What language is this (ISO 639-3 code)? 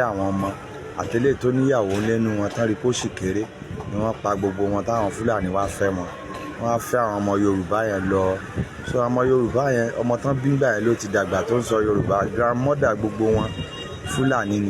yor